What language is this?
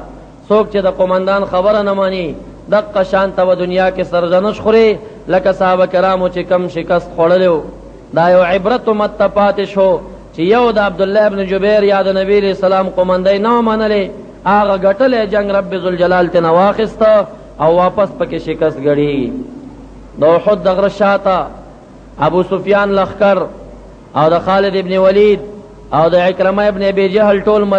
Pashto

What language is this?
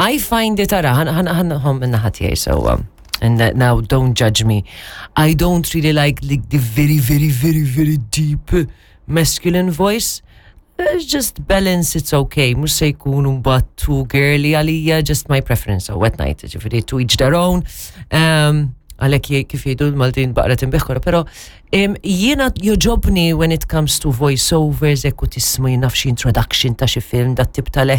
Maltese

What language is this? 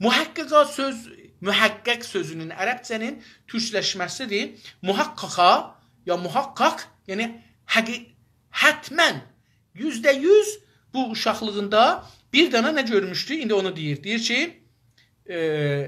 South Azerbaijani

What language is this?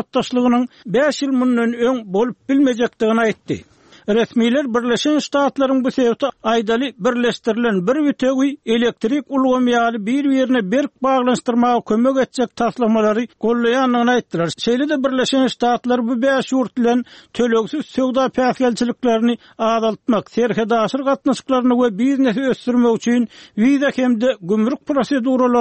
Turkmen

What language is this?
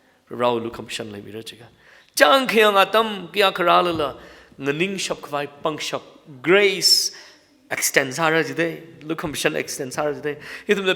Tangkhul Naga (India)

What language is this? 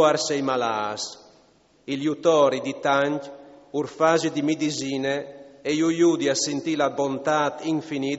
Friulian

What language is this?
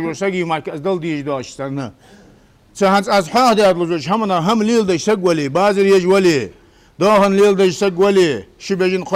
Ingush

